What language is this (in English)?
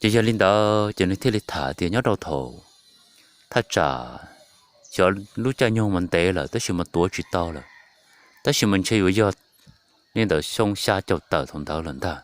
Hmong